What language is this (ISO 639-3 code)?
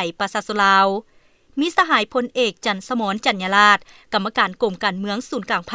lao